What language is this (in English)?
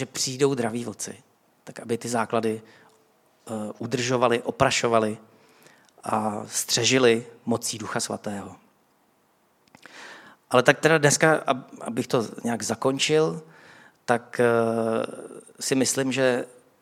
Czech